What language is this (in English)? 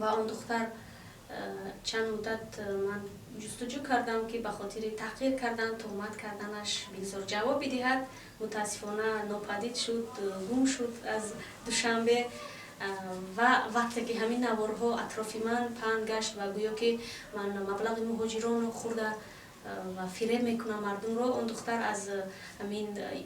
Tajik